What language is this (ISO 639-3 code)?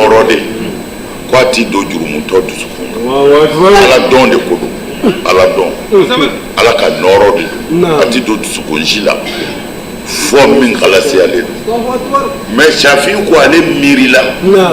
bam